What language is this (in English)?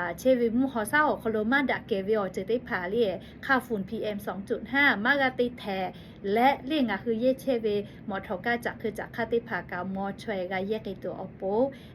Lahu